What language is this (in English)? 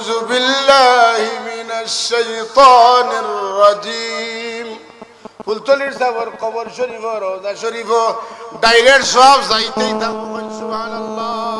Sylheti